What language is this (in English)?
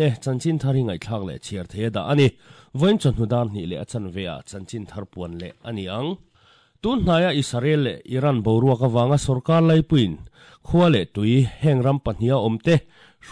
Mizo